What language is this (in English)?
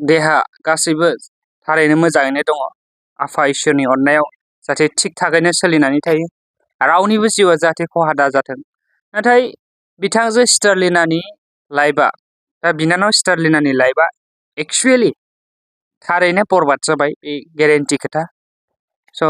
Bodo